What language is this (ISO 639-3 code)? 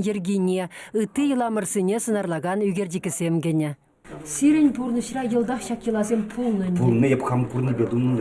chv